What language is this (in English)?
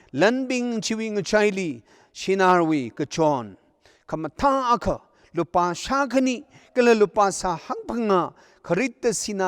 Tangkhul Naga (India)